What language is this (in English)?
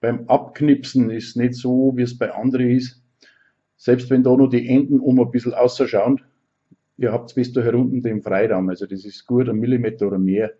Bavarian